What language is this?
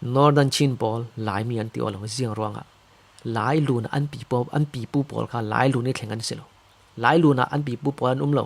Falam Chin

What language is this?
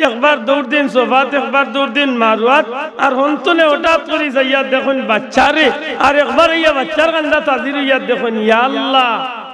Sylheti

